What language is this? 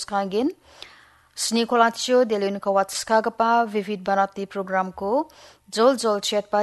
Garo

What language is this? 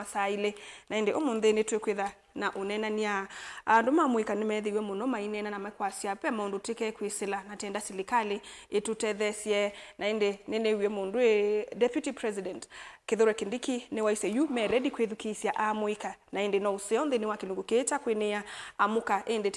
Kamba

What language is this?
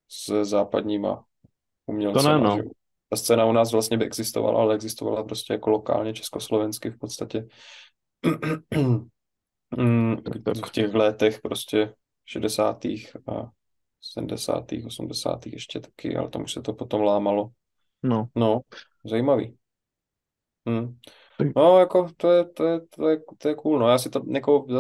Czech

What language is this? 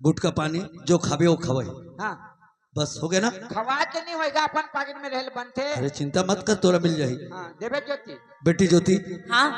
Chhattisgarhi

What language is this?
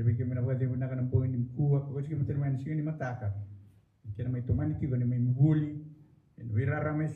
Fijian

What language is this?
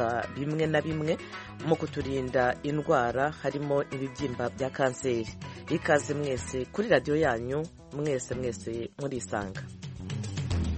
Kinyarwanda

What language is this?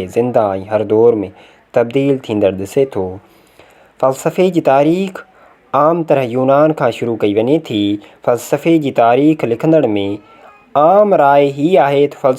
Sindhi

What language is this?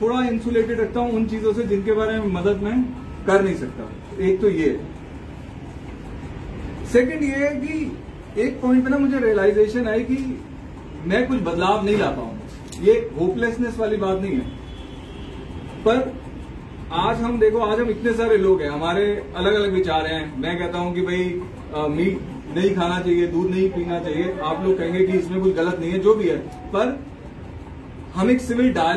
Hindi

